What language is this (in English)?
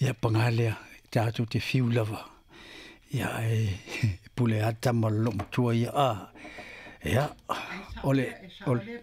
Samoan